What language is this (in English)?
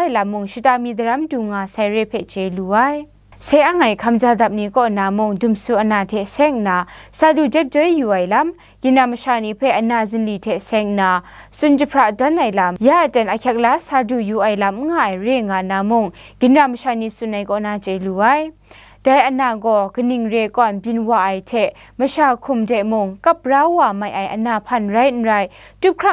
Kachin